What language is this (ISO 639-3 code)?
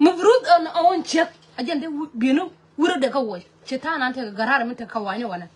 nus